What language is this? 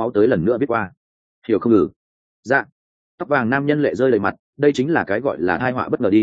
Vietnamese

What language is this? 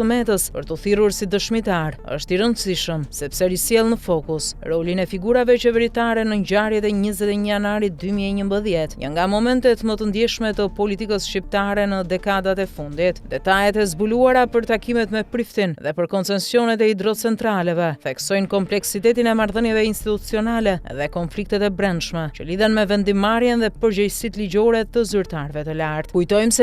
Albanian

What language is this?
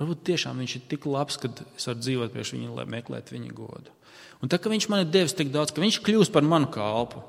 Latvian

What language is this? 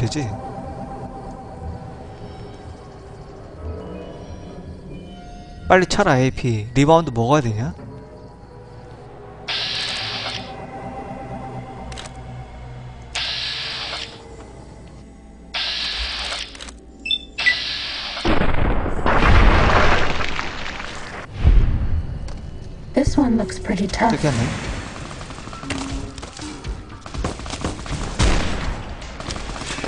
Korean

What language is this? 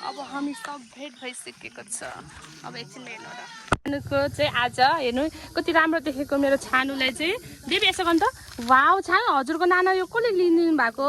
Nepali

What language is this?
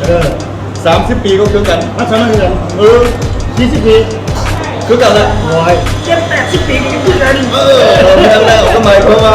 Lao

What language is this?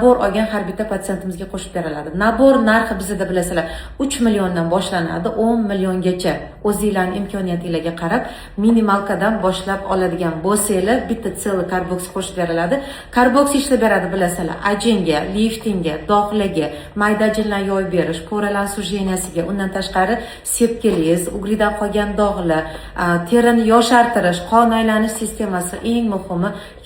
Uzbek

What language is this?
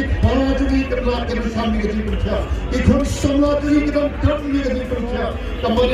Khasi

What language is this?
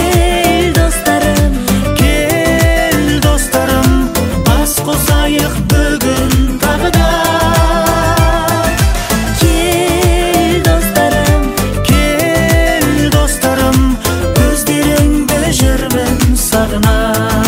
Kazakh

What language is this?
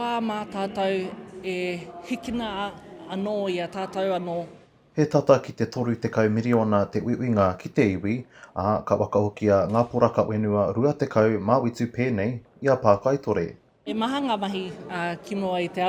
Māori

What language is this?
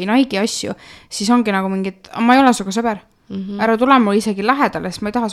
Estonian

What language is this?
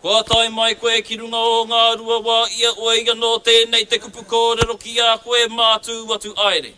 Māori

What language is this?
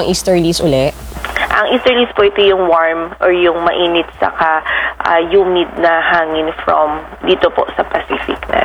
Filipino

